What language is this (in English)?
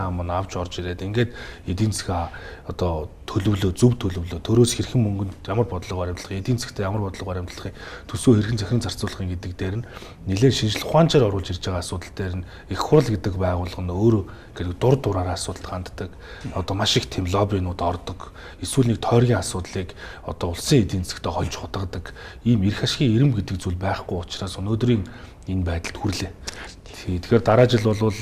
Mongolian